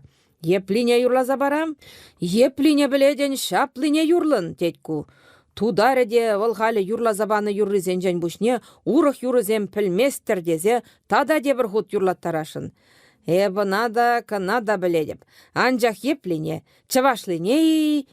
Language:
Chuvash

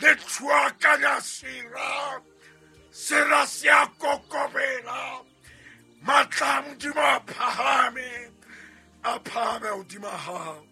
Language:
Southern Sotho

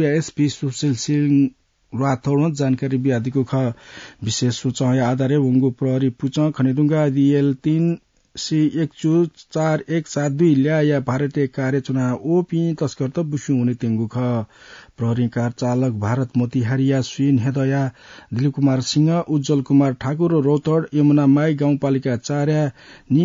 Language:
Newari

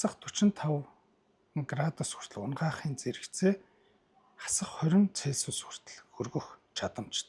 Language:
Mongolian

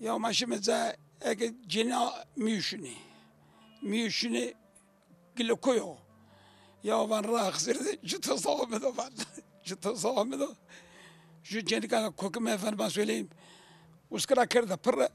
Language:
Zaza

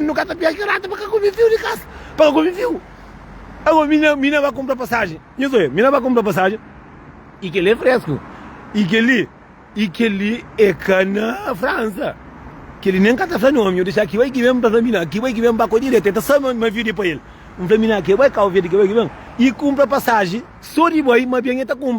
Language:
Kabuverdianu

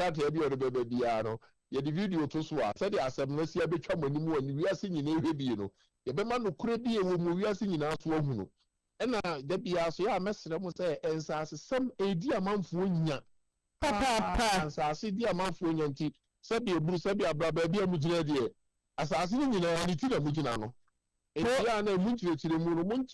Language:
Akan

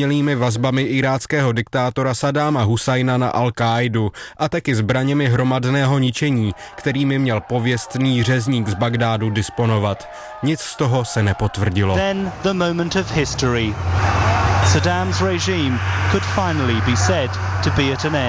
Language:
Czech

